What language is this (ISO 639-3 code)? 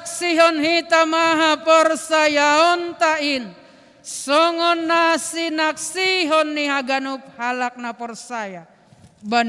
bts